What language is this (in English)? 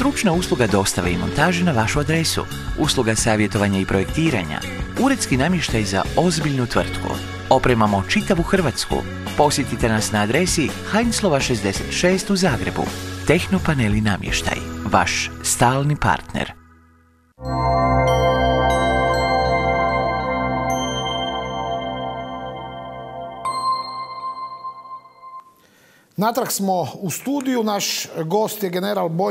Croatian